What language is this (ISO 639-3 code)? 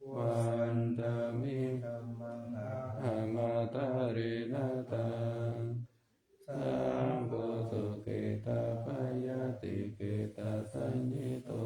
pli